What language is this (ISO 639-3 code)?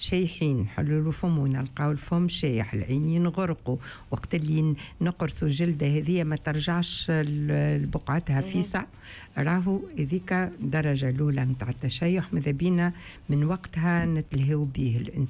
aeb